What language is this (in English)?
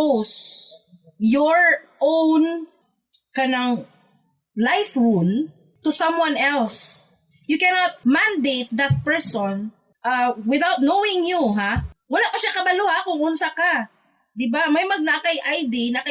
Cebuano